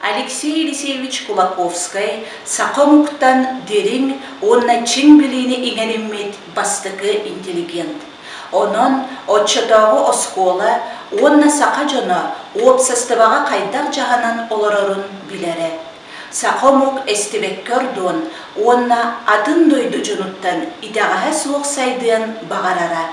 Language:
Yakut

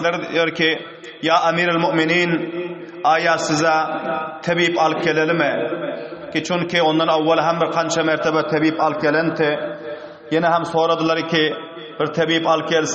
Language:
Turkmen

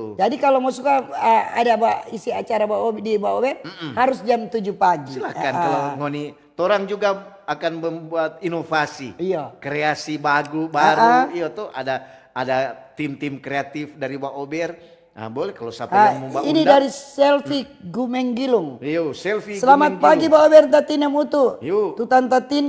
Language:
Manado Malay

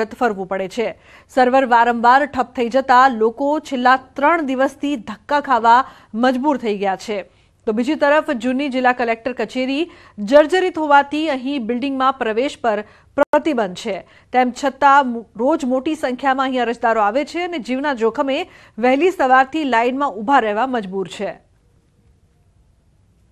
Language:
Gujarati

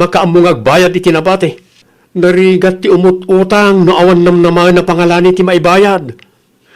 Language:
Iloko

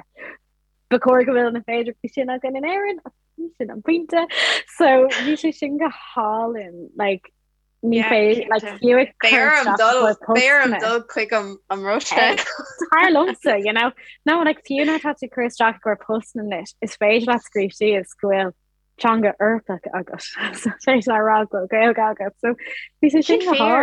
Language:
Irish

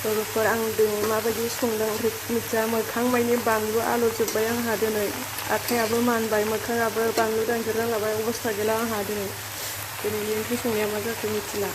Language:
Bodo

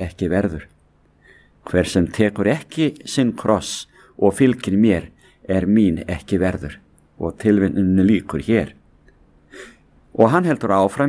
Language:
Icelandic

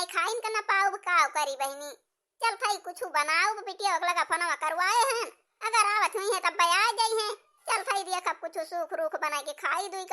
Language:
Awadhi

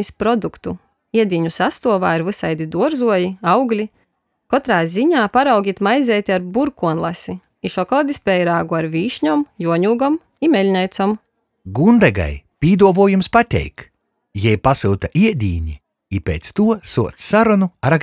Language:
Latgalian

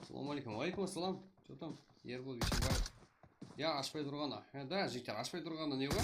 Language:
Kara-Kalpak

